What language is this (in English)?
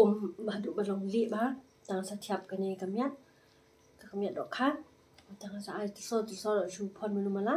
Khasi